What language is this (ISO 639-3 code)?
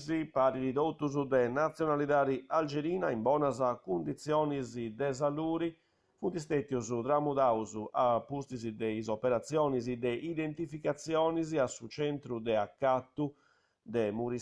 srd